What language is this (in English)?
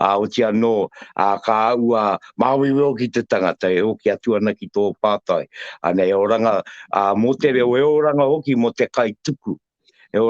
Māori